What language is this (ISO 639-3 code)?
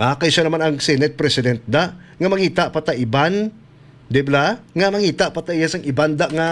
hil